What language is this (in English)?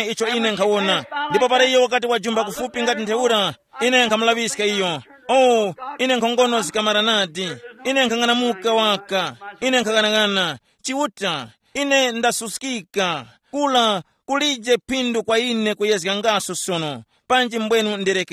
Tumbuka